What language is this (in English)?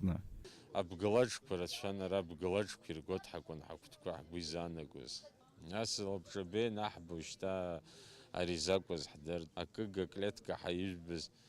Abkhazian